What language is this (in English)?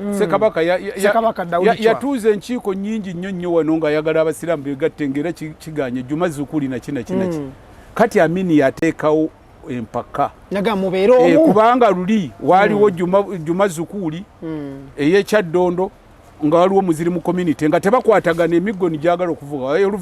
Ganda